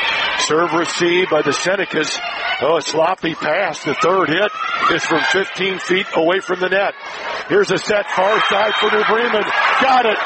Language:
English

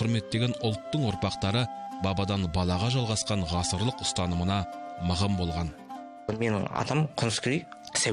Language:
Kazakh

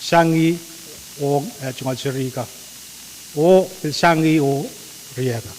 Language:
Pohnpeian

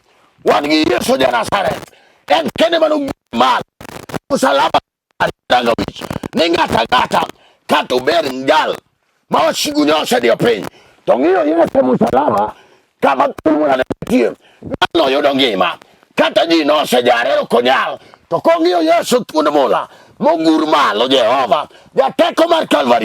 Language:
Luo (Kenya and Tanzania)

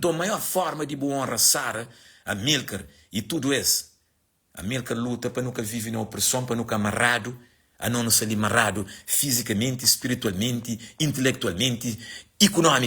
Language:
Kabuverdianu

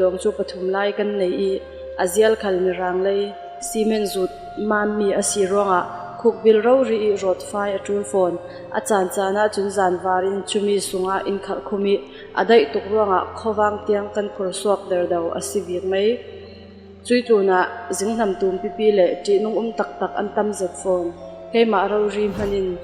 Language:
Falam Chin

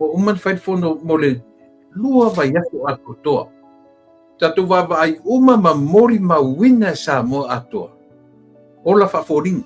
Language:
Samoan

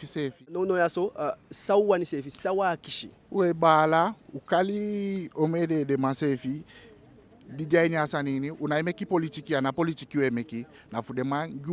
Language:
Eastern Maroon Creole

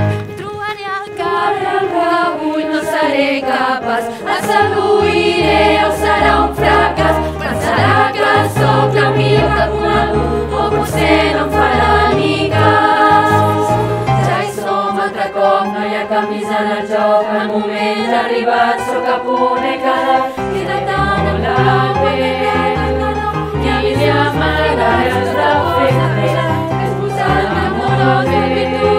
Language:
Catalan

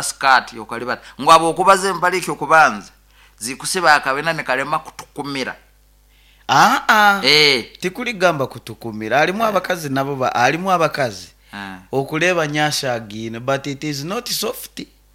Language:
Nyoro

